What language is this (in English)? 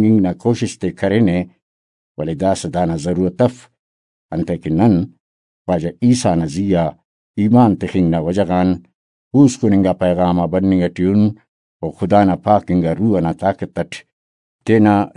Brahui